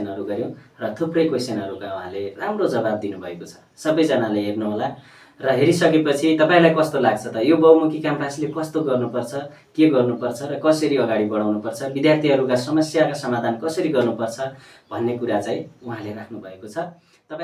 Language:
Nepali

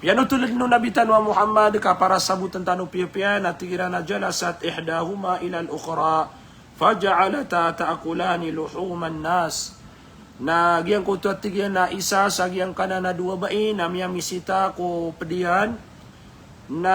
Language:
Maranao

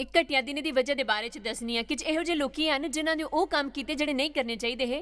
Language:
Dogri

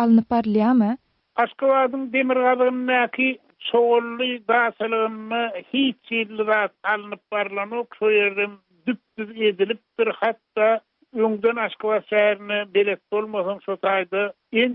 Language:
Turkmen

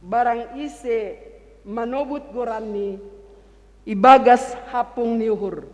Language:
Batak Simalungun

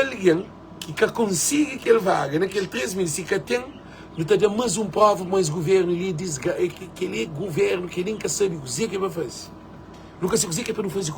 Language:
Kabuverdianu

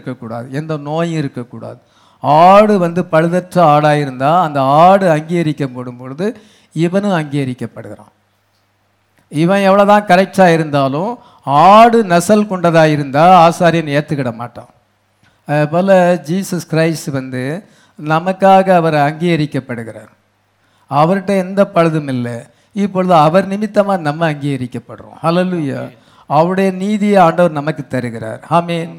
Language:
Tamil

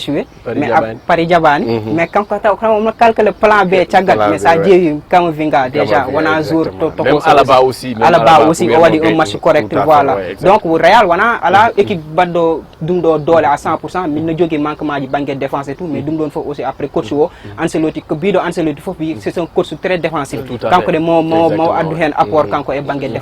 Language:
Fula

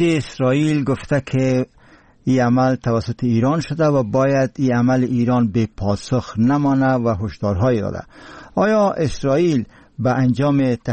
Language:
Persian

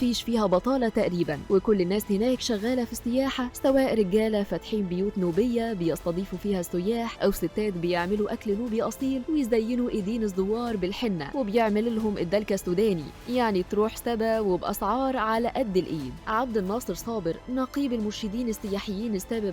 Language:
Egyptian Arabic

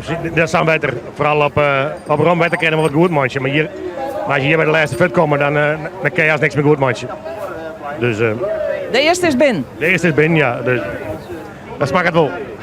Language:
Western Frisian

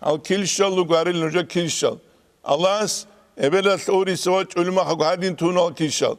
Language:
Avaric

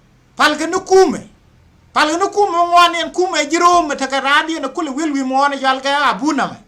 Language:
Nuer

